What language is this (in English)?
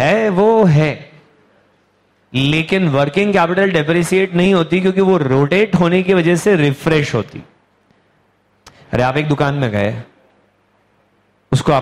Hindi